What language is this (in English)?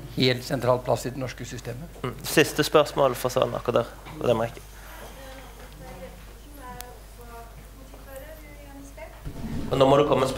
Norwegian